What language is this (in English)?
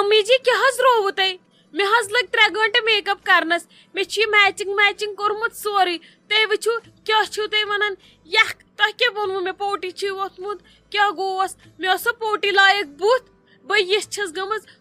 Kashmiri